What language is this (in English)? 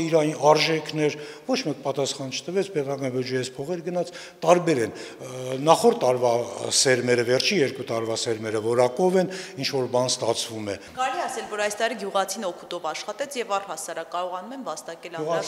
Armenian